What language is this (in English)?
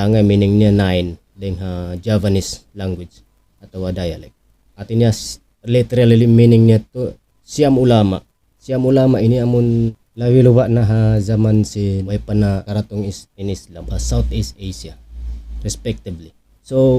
Tausug